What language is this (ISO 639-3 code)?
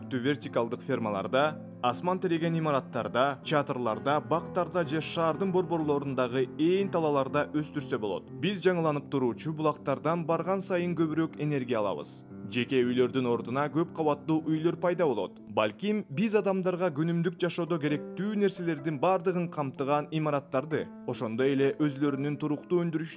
kir